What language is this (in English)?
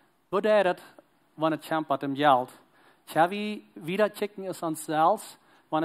Plautdietsch